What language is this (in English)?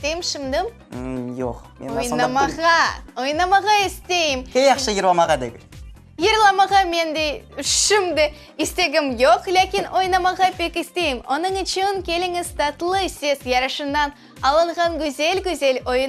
Crimean Tatar